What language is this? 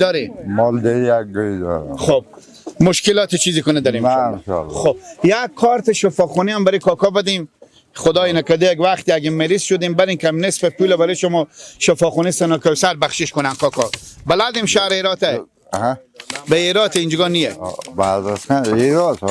Persian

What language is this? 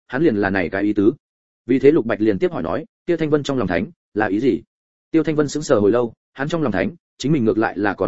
Vietnamese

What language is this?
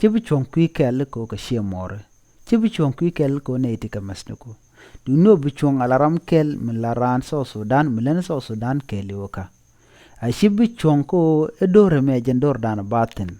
Nuer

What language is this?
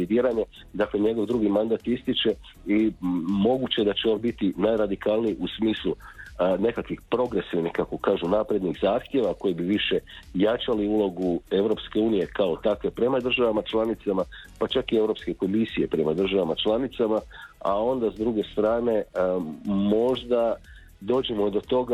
Croatian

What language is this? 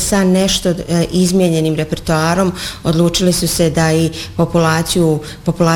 Bosnian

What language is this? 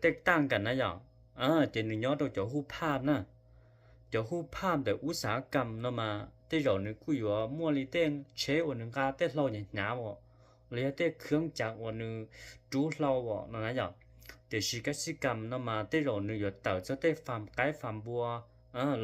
Hmong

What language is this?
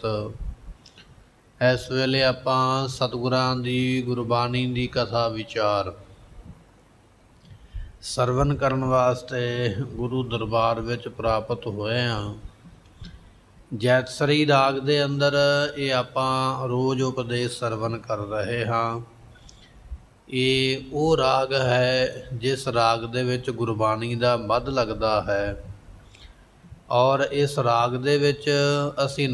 Punjabi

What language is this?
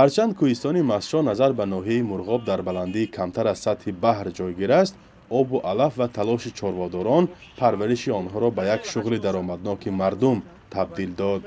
Tajik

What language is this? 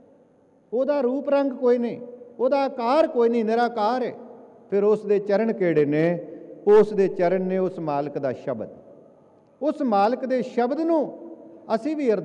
Punjabi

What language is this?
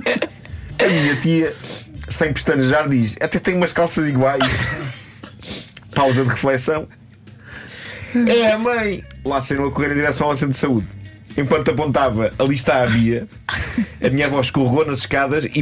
Portuguese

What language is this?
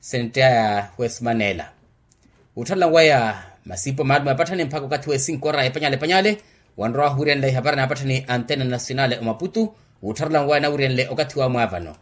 Makhuwa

